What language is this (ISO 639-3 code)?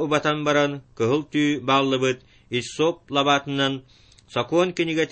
sah